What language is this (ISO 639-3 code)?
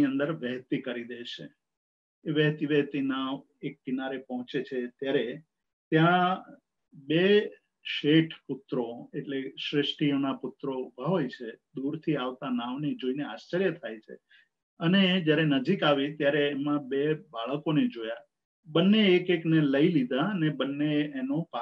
guj